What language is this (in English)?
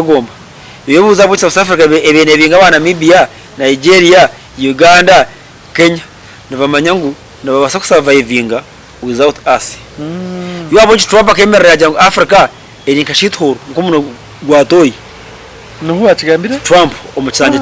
Nyankole